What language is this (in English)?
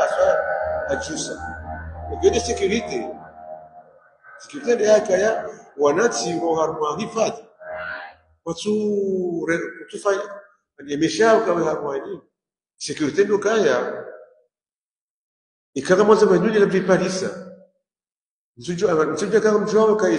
Swahili